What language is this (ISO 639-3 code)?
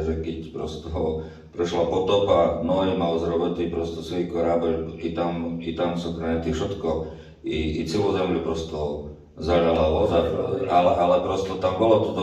rue